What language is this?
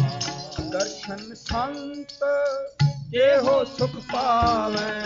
Punjabi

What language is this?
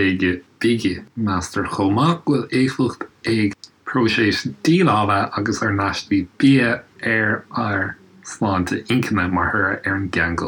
Irish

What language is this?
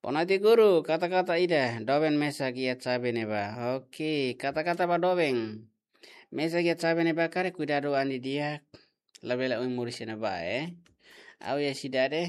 Tetum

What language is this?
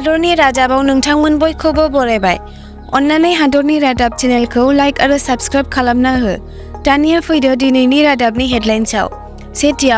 Bodo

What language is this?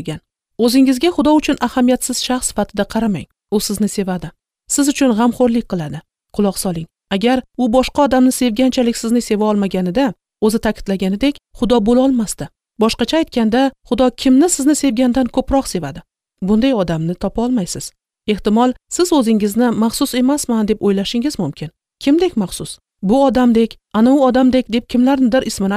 Uzbek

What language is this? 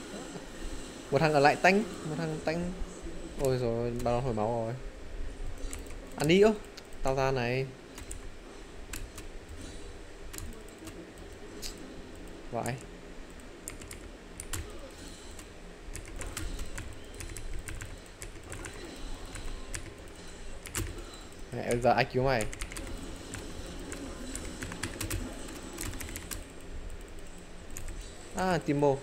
Vietnamese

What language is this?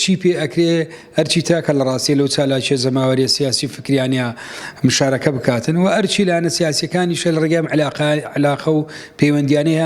Central Kurdish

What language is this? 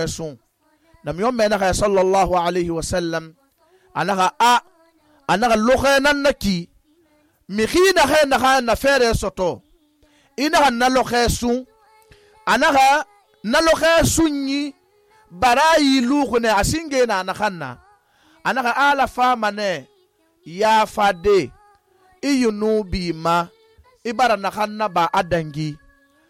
Susu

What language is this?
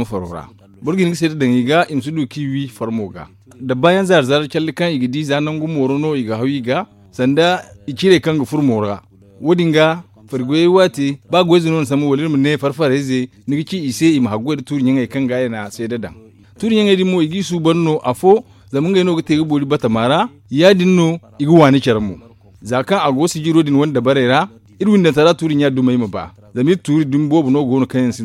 Zarma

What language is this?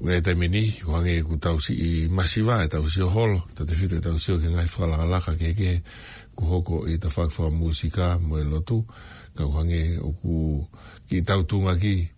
Tongan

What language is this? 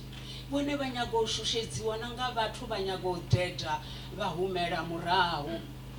Venda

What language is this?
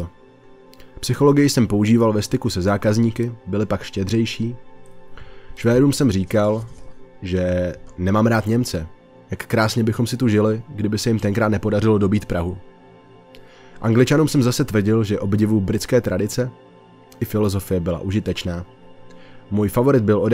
Czech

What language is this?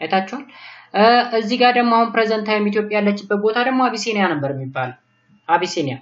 Amharic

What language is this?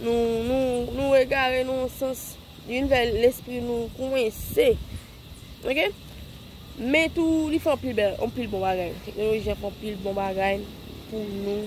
Haitian Creole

